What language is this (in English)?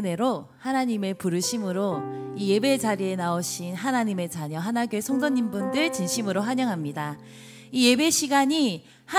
Korean